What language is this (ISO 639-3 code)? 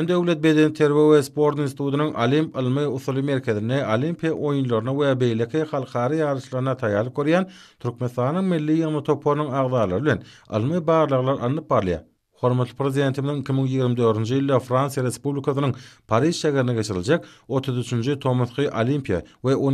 tuk